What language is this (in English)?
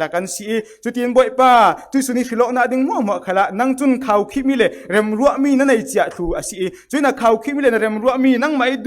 Falam Chin